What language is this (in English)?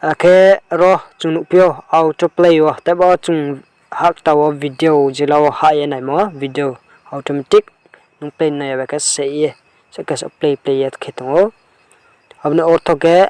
Riang (India)